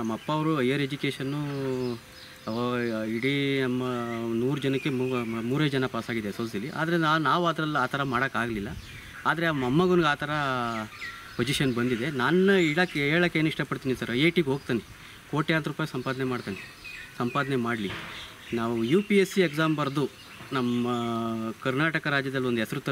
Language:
Kannada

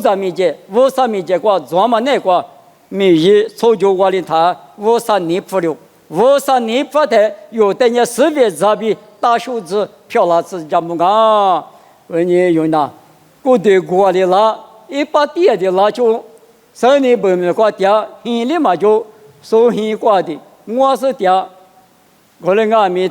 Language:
Lisu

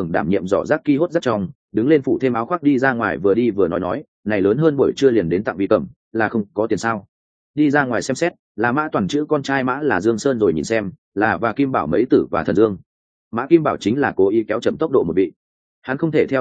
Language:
Vietnamese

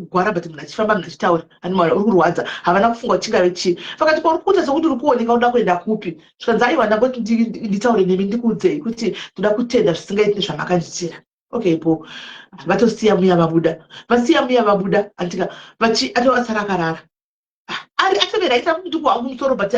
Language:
Shona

